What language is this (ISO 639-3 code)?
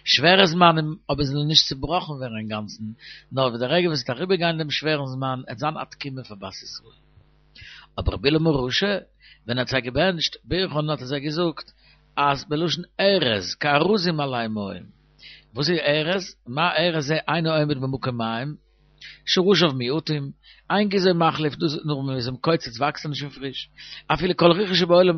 yid